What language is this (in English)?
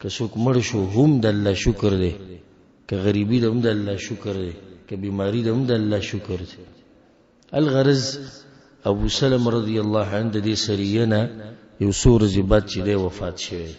Pashto